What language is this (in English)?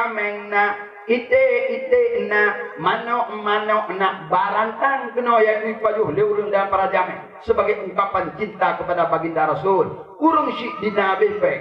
Achinese